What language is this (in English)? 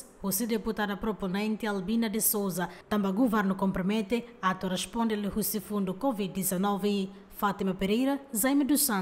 Tetum